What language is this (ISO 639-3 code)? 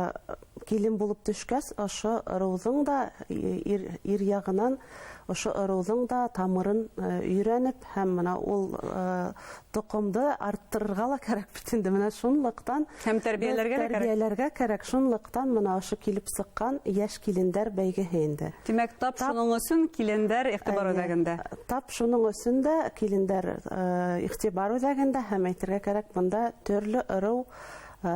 bak